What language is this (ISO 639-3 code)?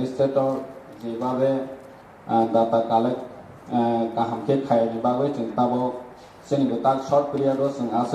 trp